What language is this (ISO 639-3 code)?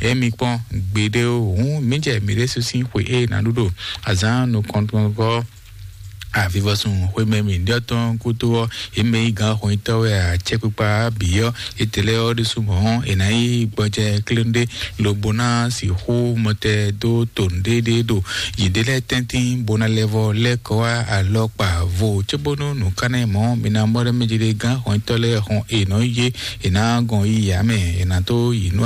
fon